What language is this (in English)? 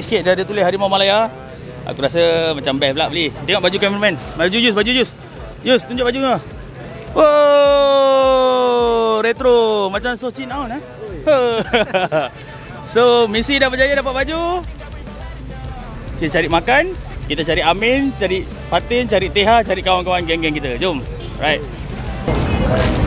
Malay